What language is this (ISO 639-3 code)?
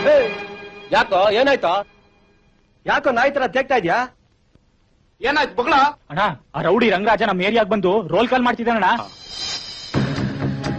kan